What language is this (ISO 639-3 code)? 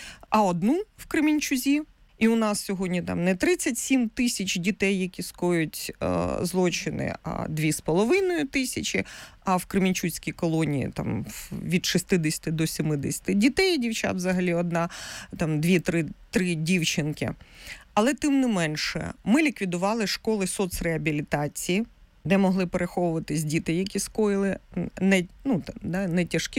ukr